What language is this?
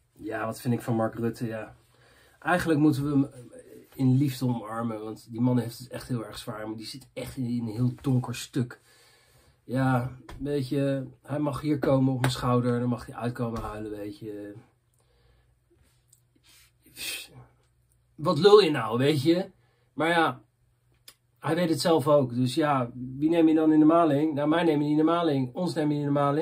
Dutch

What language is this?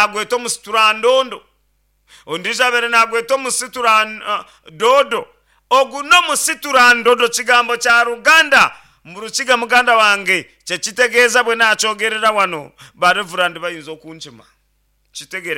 Nyankole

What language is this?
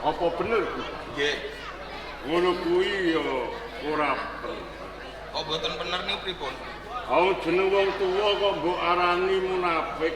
Javanese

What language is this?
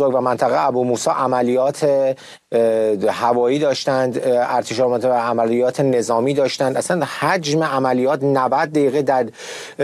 Persian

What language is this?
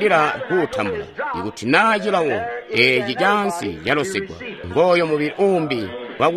Tonga (Zambia)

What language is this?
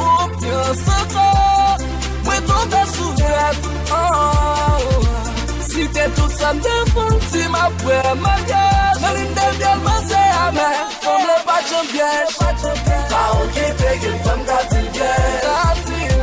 Haitian Creole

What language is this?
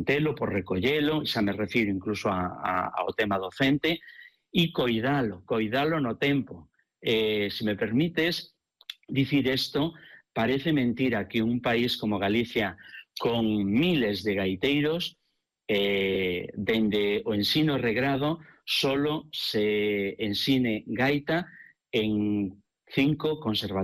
Galician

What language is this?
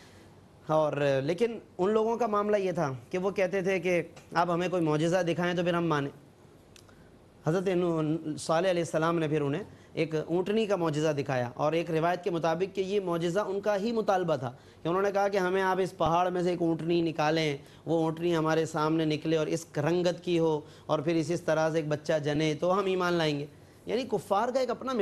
Urdu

